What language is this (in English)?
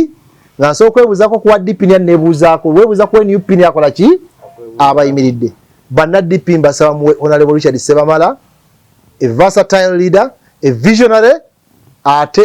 Ganda